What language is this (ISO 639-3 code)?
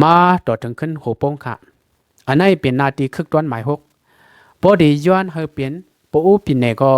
shn